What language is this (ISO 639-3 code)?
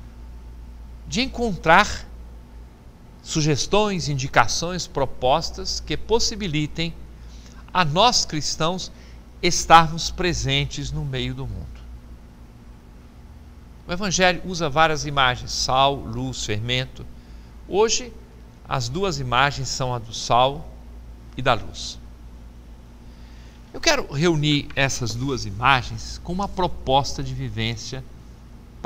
por